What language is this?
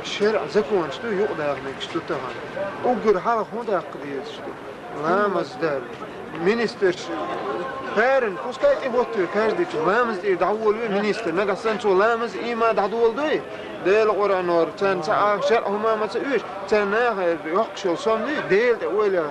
Chechen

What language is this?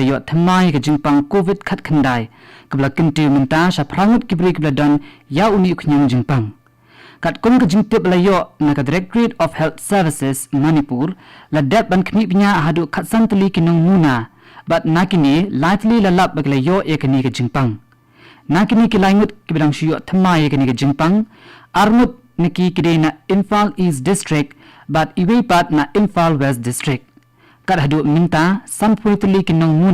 Khasi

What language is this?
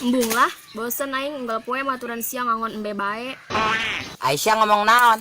Sundanese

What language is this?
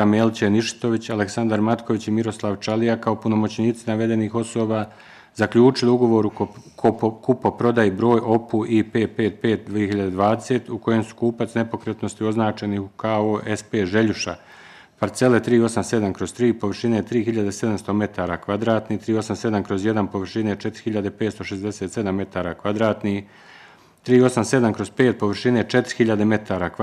Bosnian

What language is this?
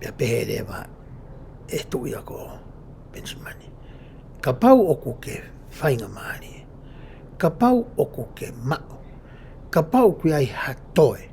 Tongan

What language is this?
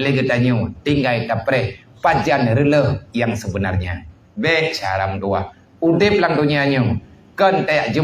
Achinese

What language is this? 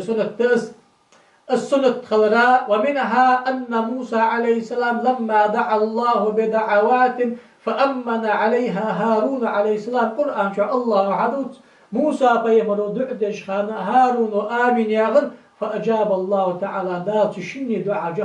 Ingush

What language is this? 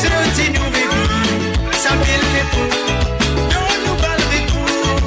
Morisyen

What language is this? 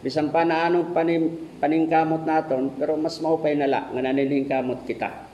Waray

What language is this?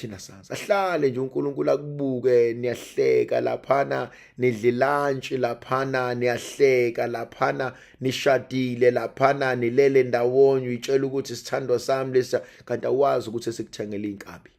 Zulu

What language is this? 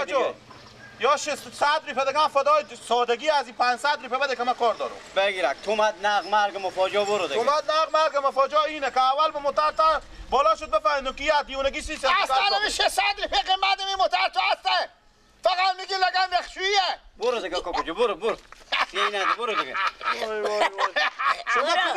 Persian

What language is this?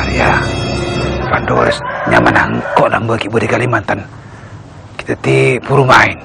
Madurese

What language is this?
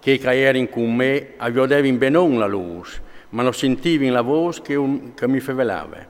Friulian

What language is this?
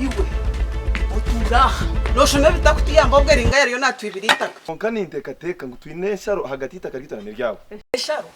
Nyankole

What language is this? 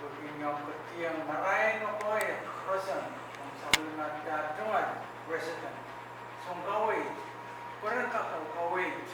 Pohnpeian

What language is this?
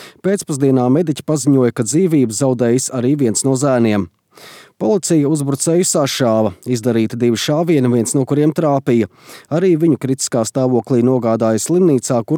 Latvian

